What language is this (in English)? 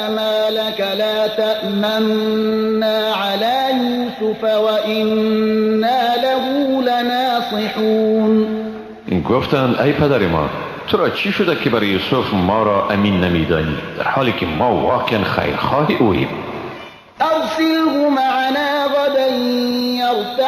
Persian